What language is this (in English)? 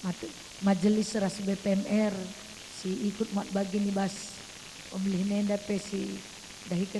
Batak Karo